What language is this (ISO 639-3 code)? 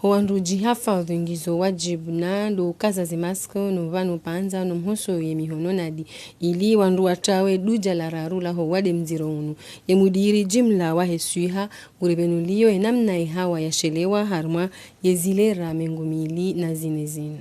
zdj